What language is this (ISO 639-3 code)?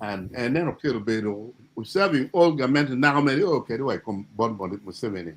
ach